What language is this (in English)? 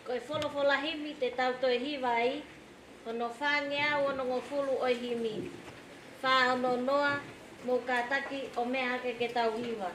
Tongan